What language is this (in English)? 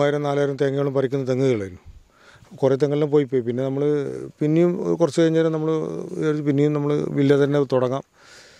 Malayalam